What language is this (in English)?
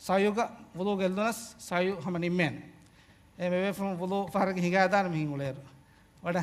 Divehi